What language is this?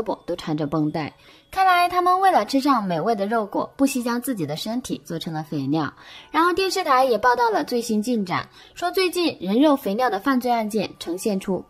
Chinese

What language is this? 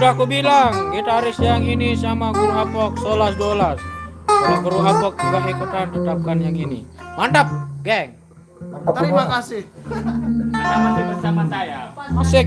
Sasak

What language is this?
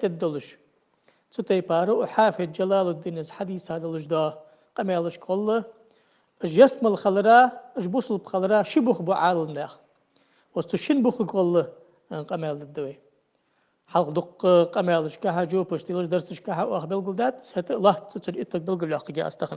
Ingush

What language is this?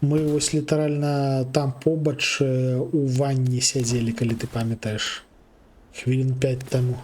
Belarusian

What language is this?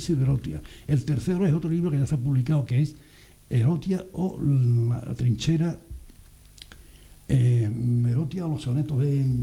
Spanish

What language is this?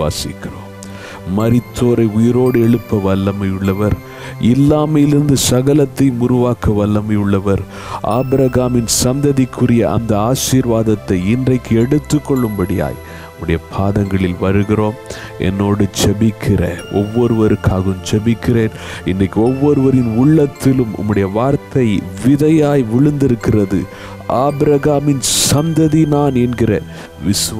Tamil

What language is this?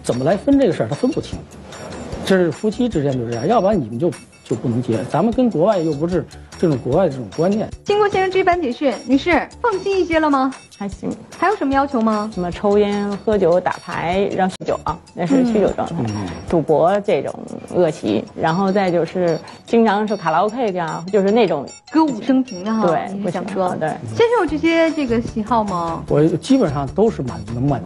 Chinese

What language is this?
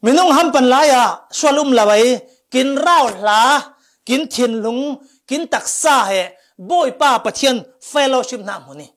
Falam Chin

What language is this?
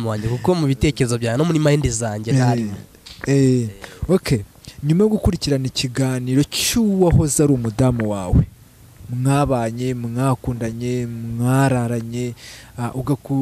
Kinyarwanda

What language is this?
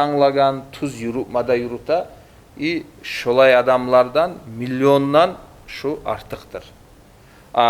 Kumyk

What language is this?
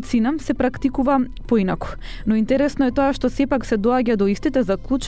Macedonian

